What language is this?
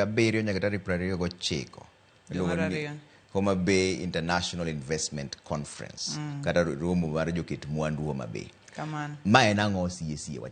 Luo (Kenya and Tanzania)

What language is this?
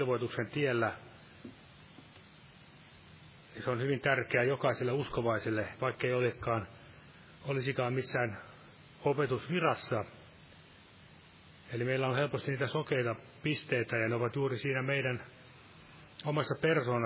Finnish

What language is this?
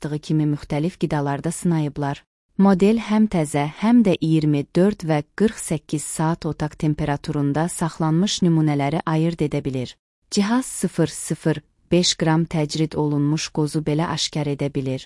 Azerbaijani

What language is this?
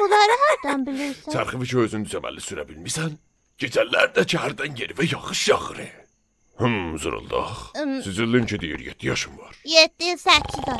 South Azerbaijani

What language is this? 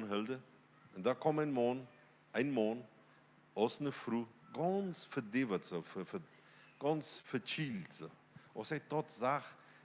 Plautdietsch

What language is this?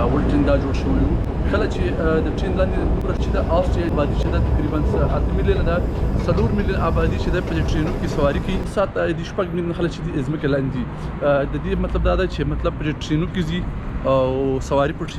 Pashto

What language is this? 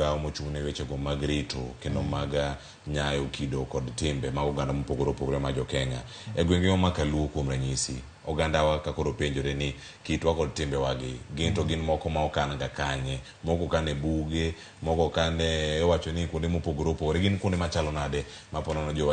Luo (Kenya and Tanzania)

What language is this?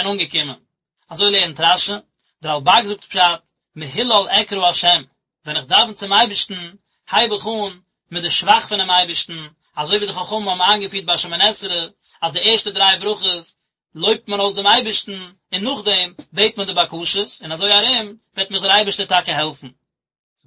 Yiddish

